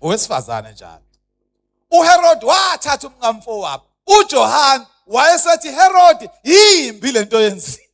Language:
Zulu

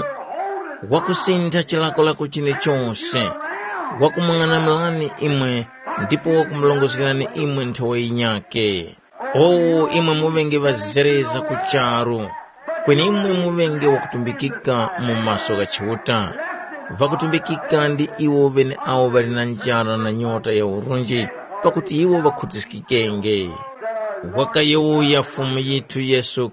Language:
Tumbuka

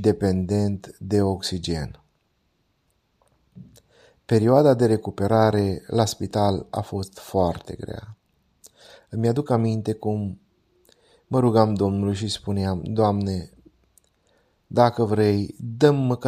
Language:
Romanian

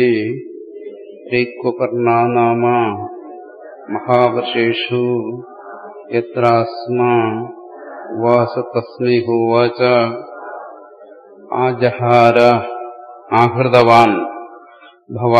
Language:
Malayalam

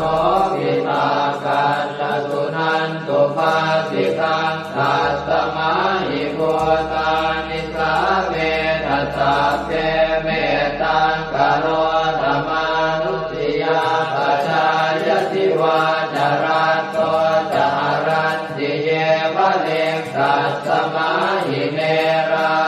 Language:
Pali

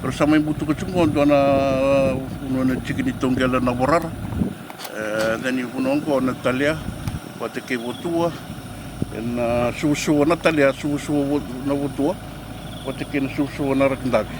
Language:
Fijian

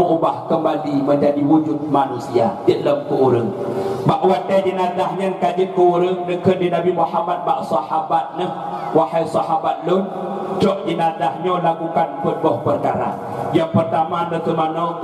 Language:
Achinese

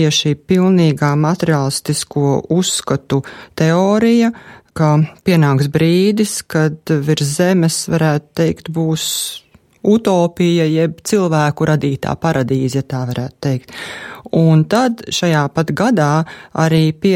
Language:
Latvian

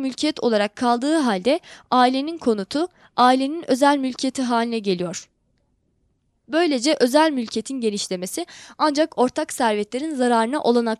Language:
Turkish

